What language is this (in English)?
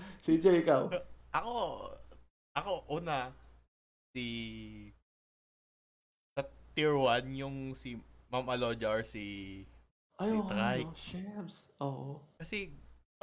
Filipino